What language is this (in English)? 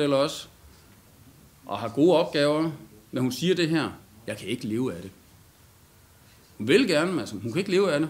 Danish